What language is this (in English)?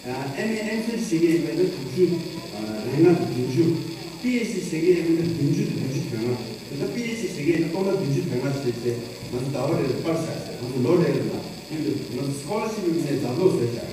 Tibetan